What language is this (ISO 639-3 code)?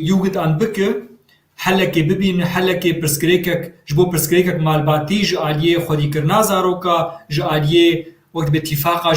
kur